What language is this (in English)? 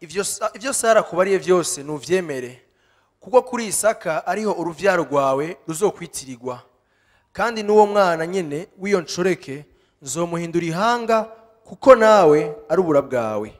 Rundi